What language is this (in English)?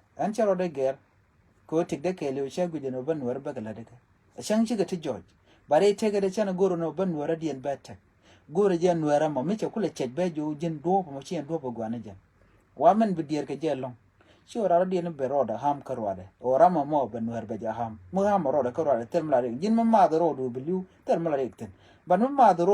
Nuer